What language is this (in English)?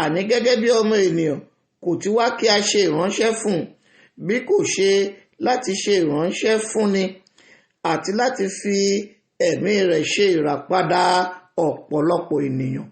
Yoruba